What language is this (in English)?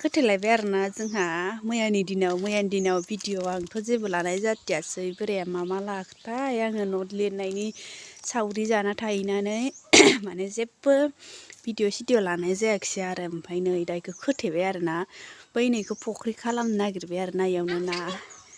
Bodo